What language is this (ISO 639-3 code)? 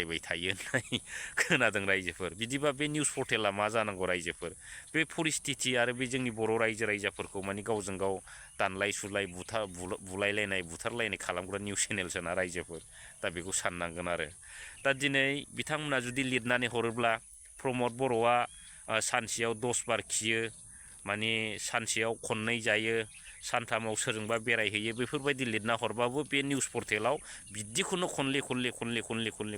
brx